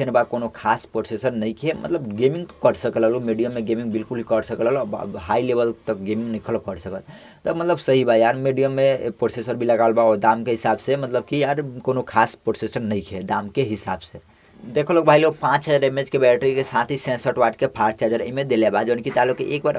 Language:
Bhojpuri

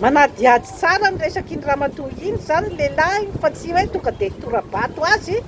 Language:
Malagasy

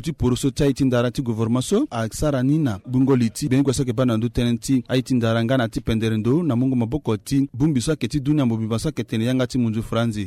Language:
Sango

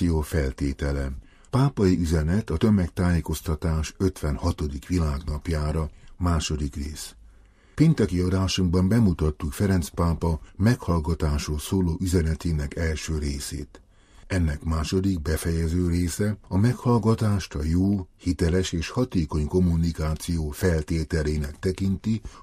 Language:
Hungarian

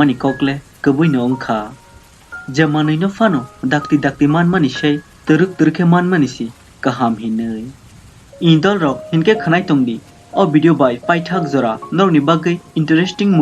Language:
Kok Borok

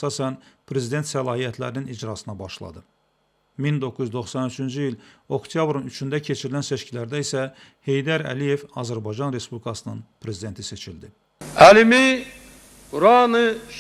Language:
Azerbaijani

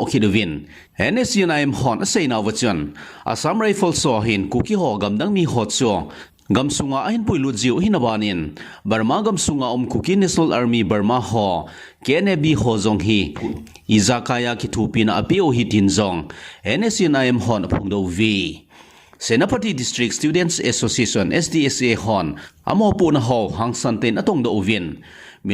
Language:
Thado Chin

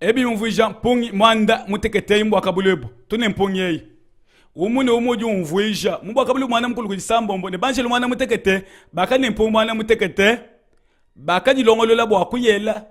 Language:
Luba-Lulua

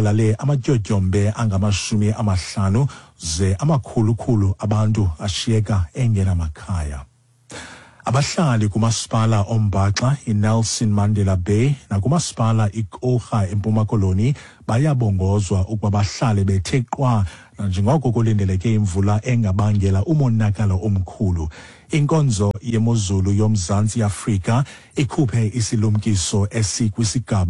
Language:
Xhosa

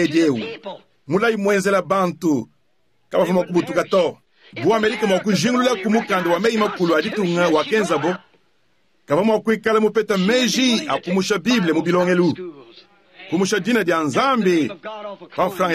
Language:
Luba-Lulua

